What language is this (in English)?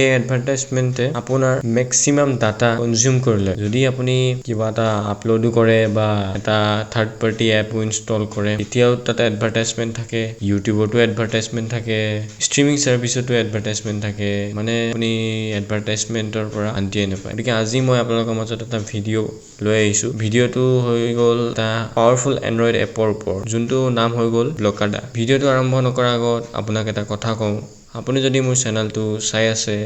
Assamese